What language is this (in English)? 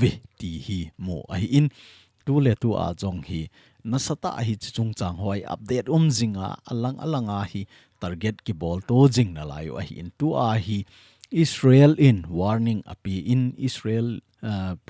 Thado Chin